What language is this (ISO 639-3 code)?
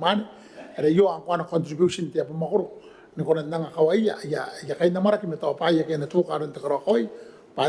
gil